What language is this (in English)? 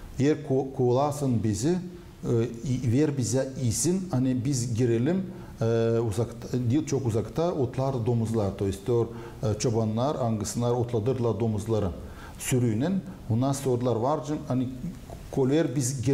Gagauz